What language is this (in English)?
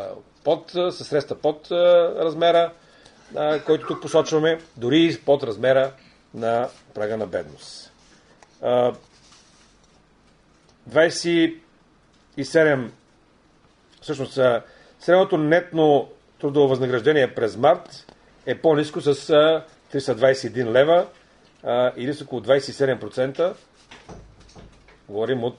Bulgarian